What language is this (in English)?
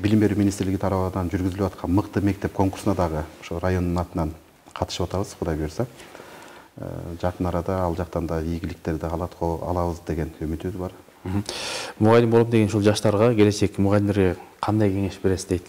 Kyrgyz